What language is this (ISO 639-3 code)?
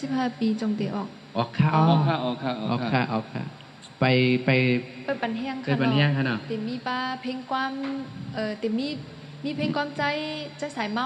shn